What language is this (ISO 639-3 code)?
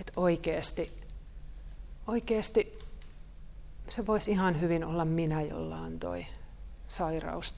fin